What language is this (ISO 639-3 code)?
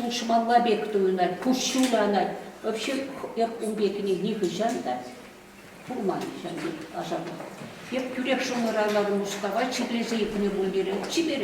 chv